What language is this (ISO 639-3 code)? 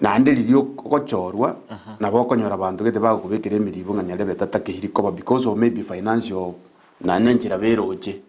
guz